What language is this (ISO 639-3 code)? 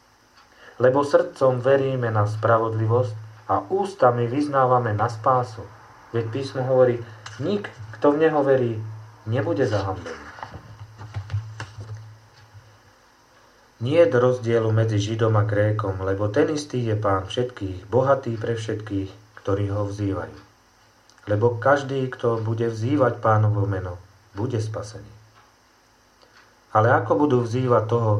slk